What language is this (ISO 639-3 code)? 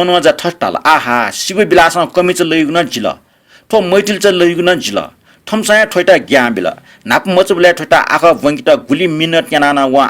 new